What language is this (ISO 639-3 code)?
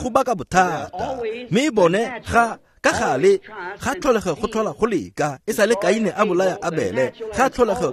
tsn